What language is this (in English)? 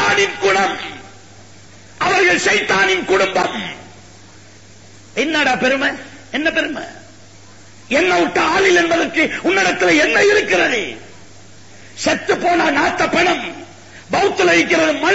Tamil